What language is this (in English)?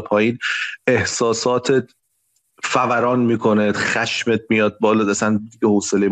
Persian